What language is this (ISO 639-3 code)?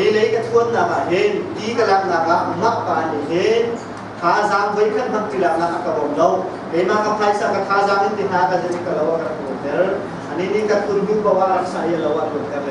cnh